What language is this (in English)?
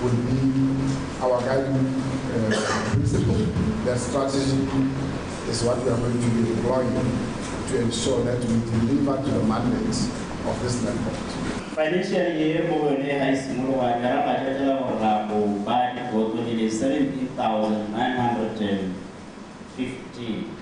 Tswana